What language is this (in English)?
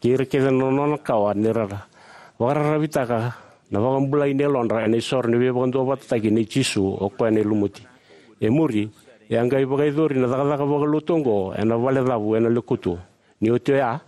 Fijian